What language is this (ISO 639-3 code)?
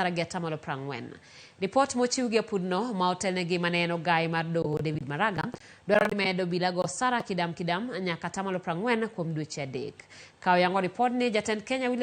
luo